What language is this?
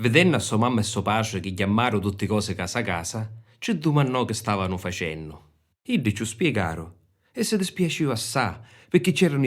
Sicilian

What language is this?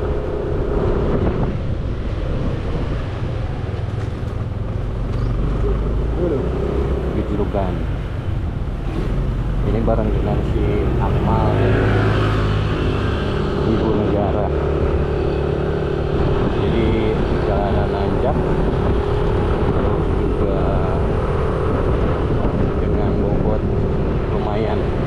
Indonesian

